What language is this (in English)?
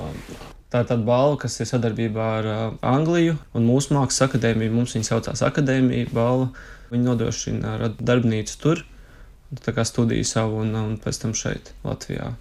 Latvian